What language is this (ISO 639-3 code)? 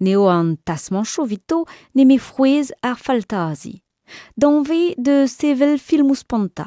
bre